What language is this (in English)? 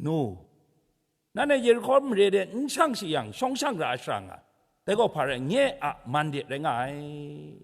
Kachin